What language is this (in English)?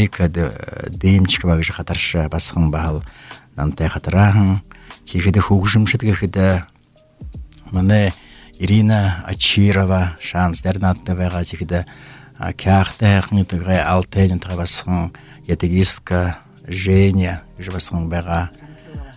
Buriat